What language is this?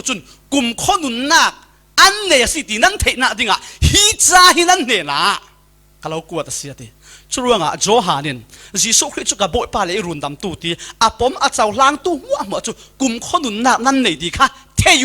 Falam Chin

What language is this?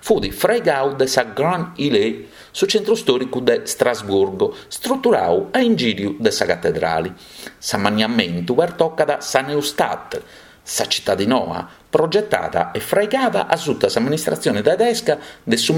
Sardinian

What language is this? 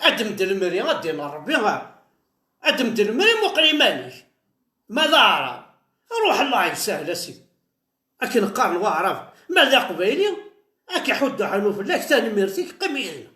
Kabyle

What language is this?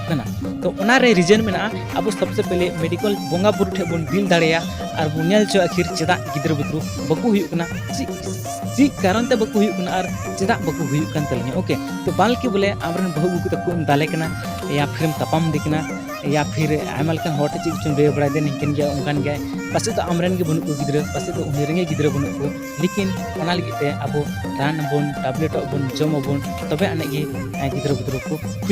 Santali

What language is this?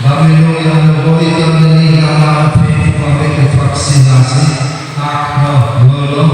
Nias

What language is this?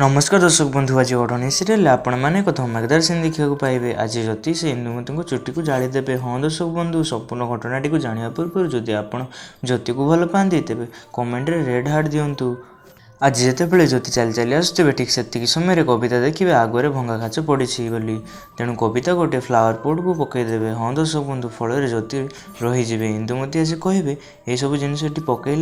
Odia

